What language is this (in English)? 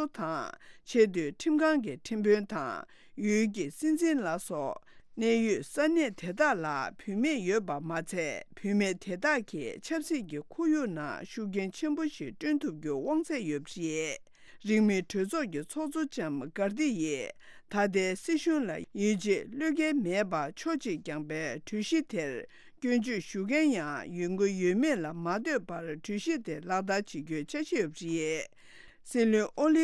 Tibetan